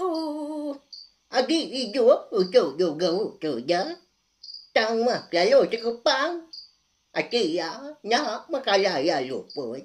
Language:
Iban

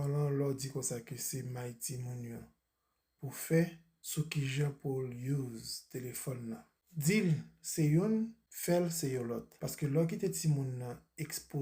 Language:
Haitian Creole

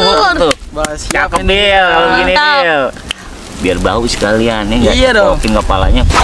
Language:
Betawi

